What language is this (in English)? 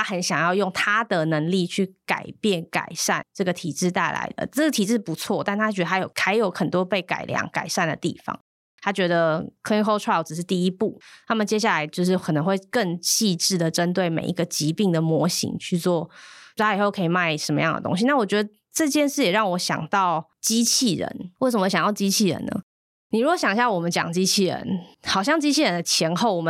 Chinese